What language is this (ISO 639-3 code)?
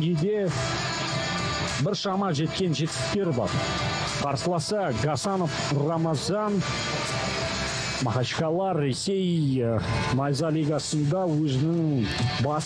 kaz